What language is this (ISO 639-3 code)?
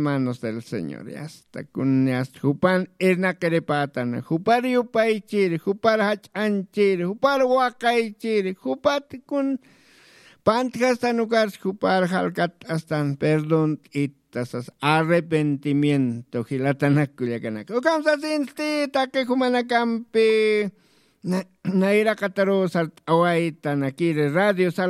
aym